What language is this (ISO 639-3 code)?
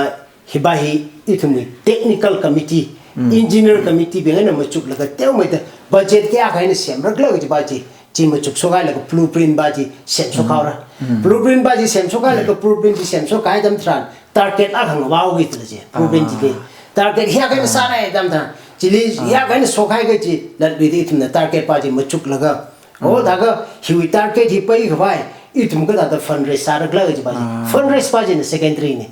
nmf